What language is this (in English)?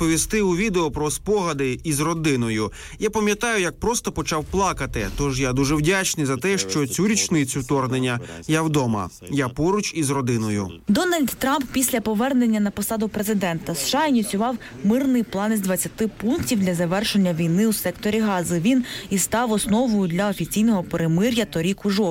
Ukrainian